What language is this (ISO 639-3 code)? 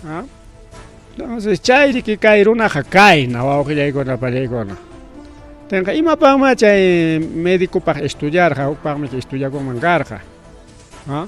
quy